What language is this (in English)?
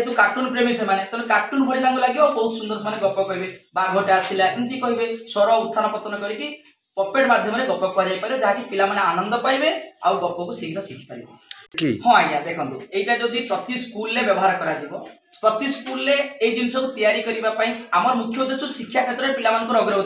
Odia